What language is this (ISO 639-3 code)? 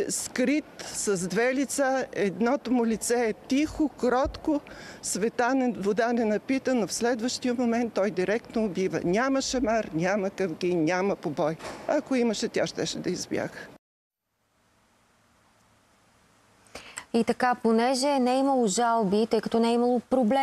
bul